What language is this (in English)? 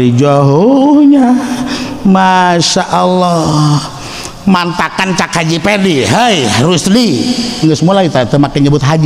Sundanese